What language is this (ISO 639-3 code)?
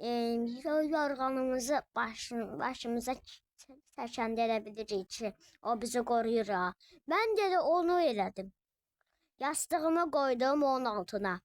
aze